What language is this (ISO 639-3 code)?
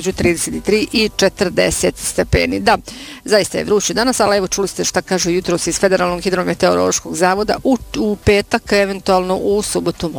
bos